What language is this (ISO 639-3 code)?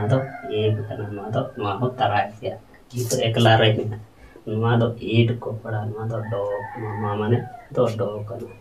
sat